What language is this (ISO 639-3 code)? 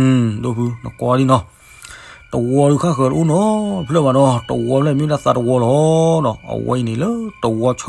ksw